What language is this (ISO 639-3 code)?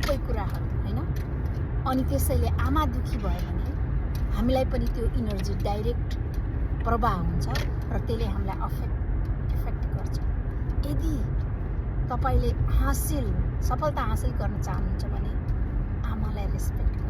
nep